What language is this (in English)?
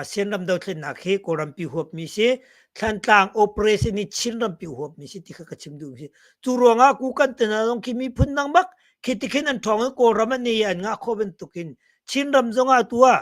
Hakha Chin